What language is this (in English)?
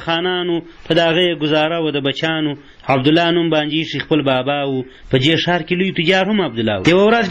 Pashto